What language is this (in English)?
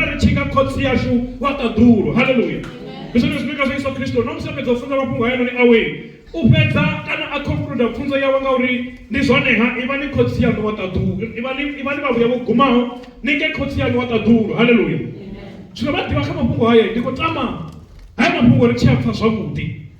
Venda